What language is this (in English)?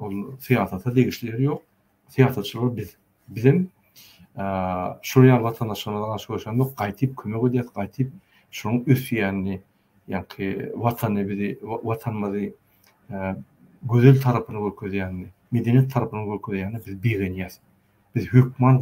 Turkmen